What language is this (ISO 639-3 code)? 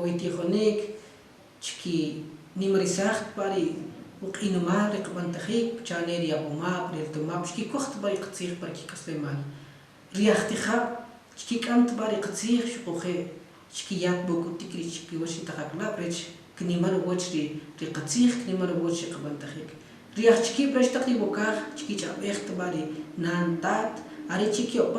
quc